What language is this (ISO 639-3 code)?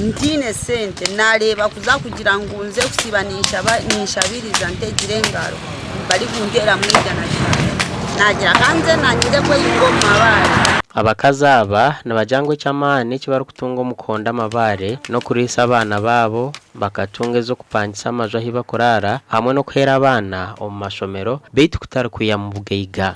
nyn